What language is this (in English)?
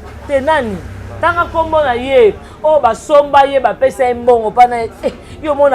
Lingala